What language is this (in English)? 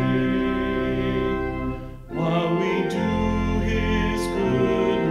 English